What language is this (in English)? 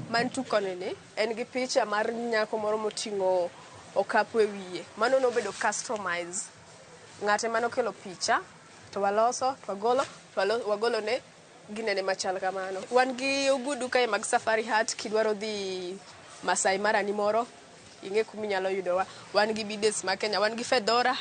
Luo (Kenya and Tanzania)